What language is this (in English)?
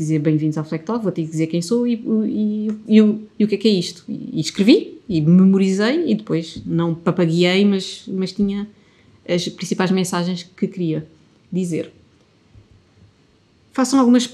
Portuguese